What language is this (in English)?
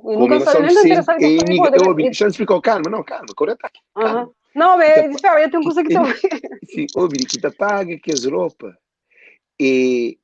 Kabuverdianu